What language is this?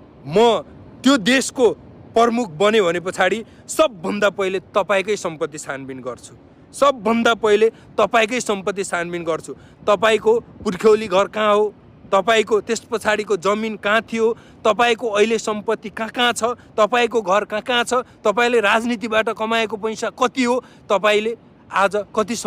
Nepali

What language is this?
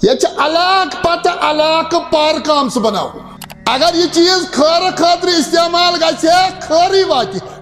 Kashmiri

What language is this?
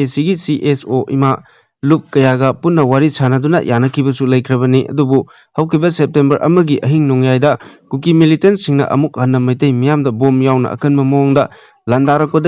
Manipuri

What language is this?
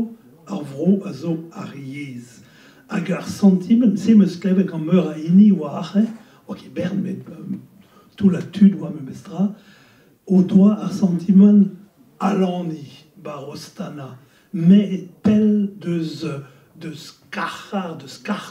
Breton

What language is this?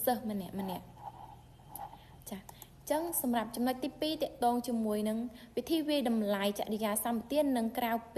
Khmer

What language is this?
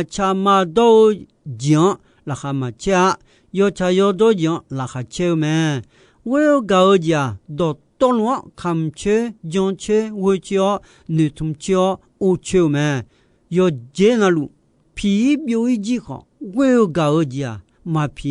Akha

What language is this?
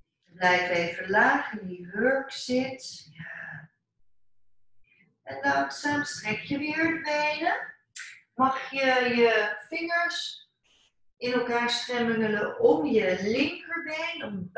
Dutch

